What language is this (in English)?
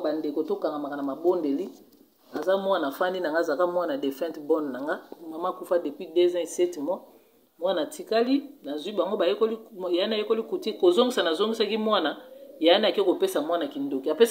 Lingala